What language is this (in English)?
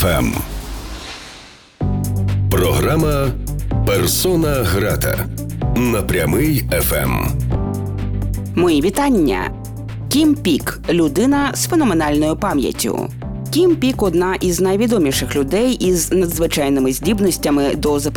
Ukrainian